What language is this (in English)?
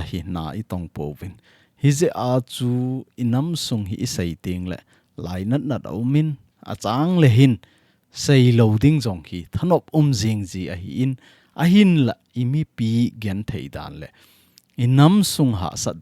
Thado Chin